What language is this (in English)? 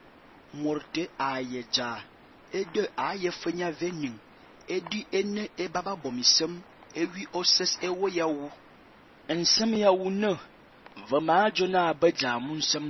Fang